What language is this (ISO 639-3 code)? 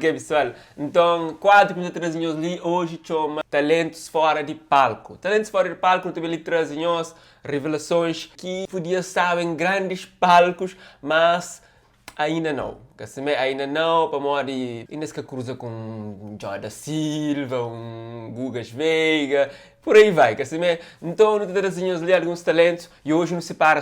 kea